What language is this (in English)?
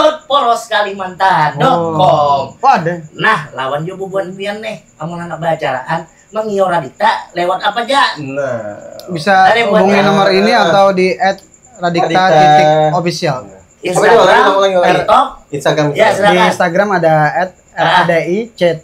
Banjar